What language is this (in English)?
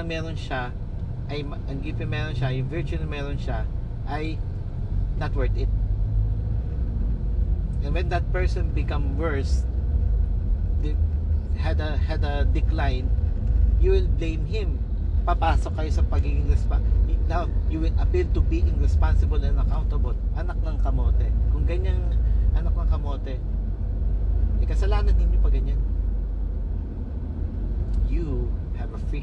Filipino